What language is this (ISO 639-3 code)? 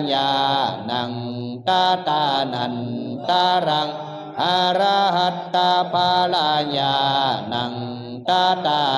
pli